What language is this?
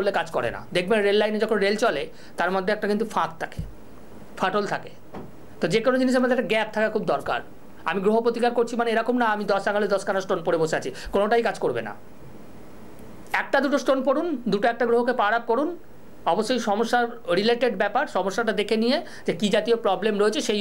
Bangla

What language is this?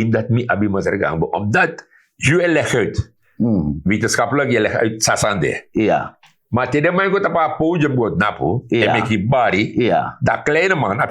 Sranan Tongo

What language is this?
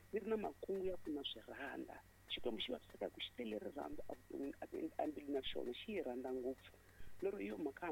Tsonga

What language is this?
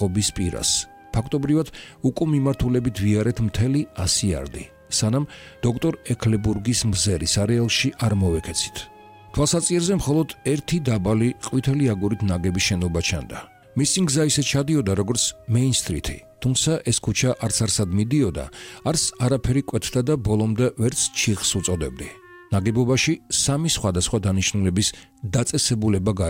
Georgian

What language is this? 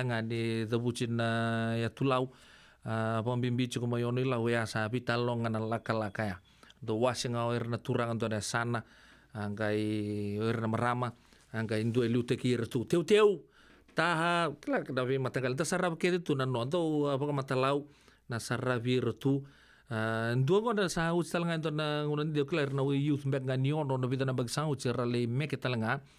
Fijian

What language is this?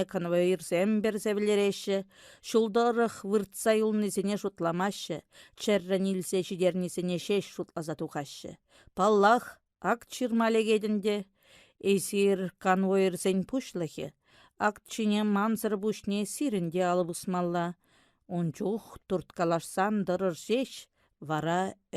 Chuvash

